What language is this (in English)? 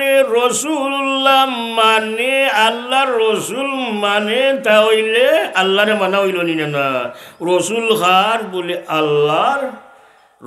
Sylheti